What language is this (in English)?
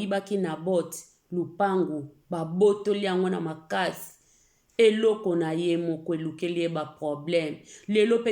Lingala